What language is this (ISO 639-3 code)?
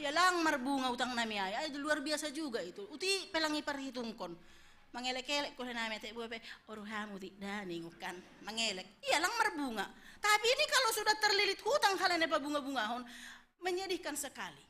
bts